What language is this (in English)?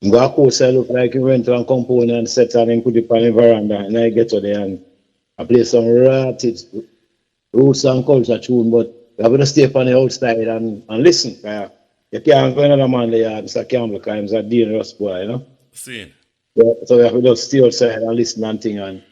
Jamaican Creole English